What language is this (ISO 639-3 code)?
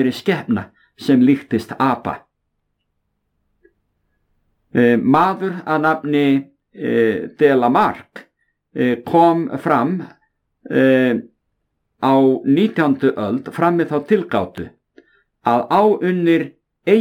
isl